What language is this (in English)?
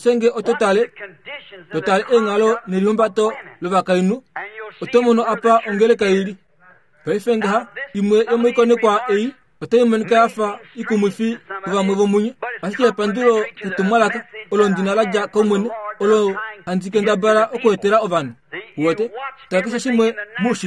Kuanyama